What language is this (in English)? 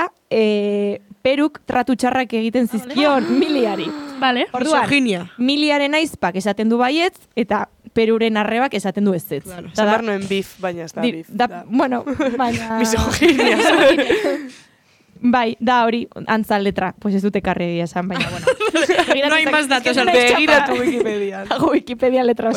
Basque